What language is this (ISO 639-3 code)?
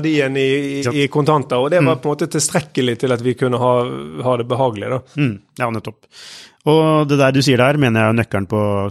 nor